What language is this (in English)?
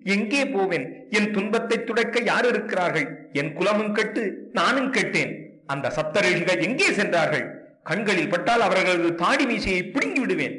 Tamil